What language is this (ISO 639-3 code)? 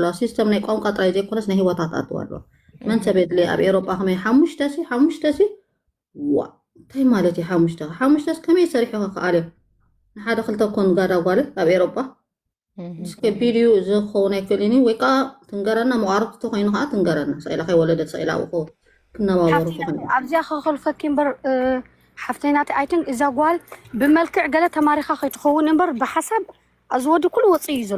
tir